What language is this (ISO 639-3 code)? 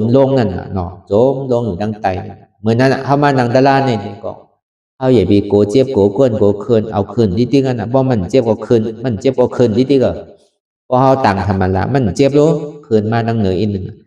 shn